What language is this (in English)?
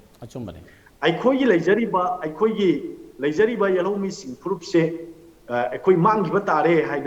Manipuri